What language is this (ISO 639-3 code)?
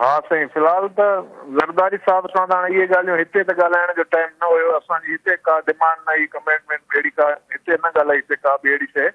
snd